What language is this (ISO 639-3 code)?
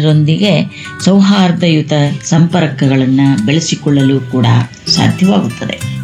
kan